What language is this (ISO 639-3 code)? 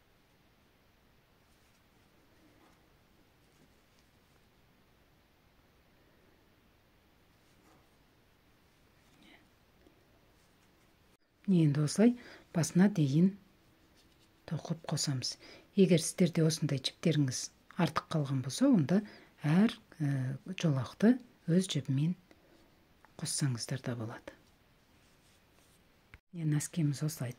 kaz